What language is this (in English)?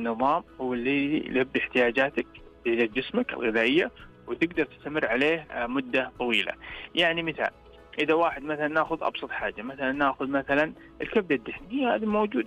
Najdi Arabic